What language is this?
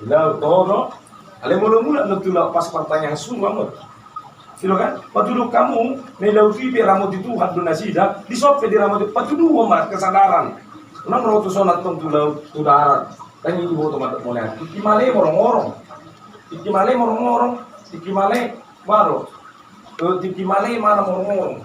Batak Toba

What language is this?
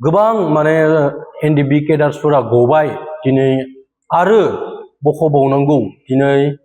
Bodo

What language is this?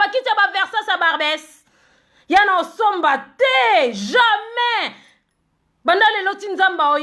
Lingala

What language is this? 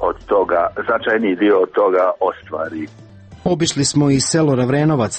Serbian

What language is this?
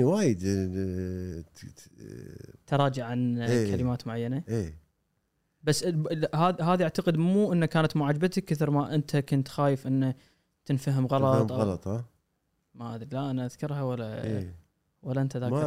Gulf Arabic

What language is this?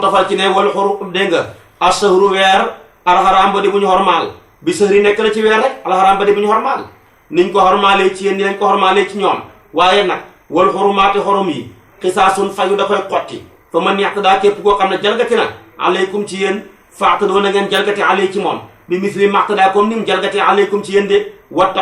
Wolof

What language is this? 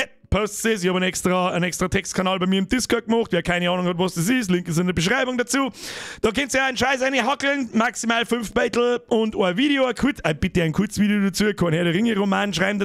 Bavarian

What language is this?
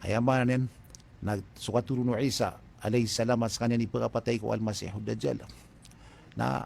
Maranao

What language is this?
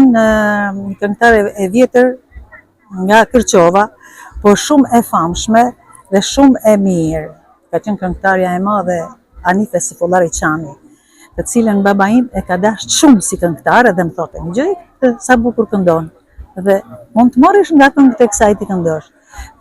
Albanian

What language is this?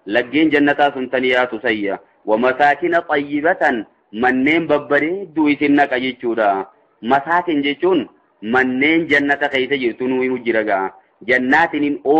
Oromo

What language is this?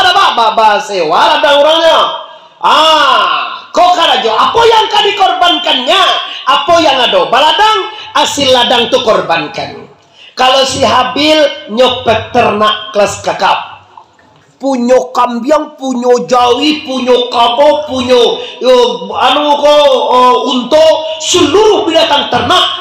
Minangkabau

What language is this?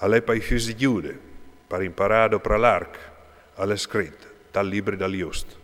Friulian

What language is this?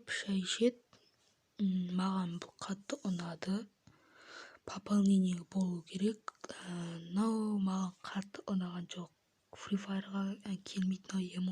Kazakh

